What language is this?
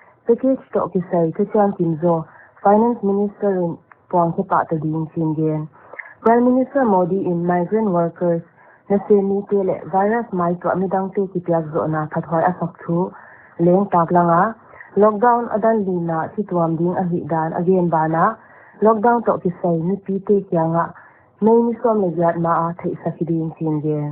Paite Chin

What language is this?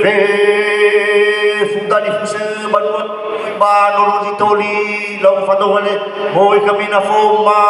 Nias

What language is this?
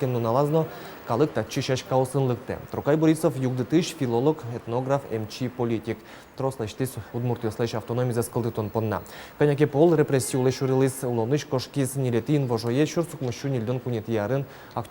Udmurt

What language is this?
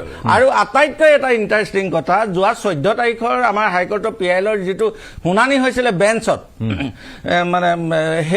Assamese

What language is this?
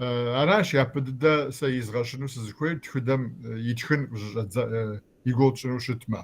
Kabardian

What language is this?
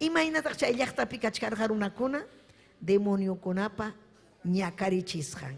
Ayacucho Quechua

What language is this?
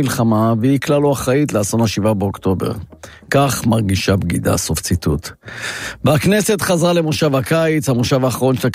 Hebrew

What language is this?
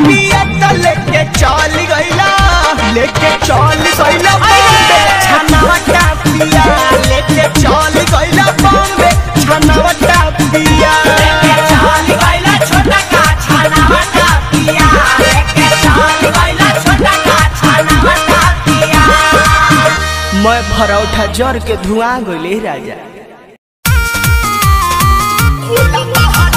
Bhojpuri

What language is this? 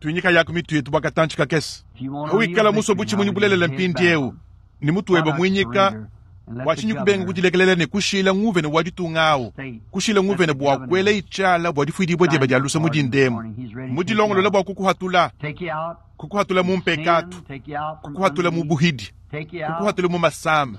Luba-Lulua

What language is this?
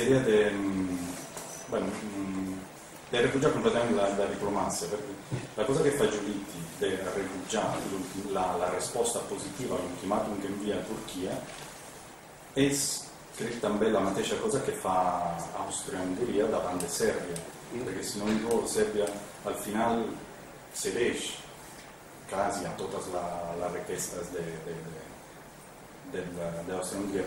Catalan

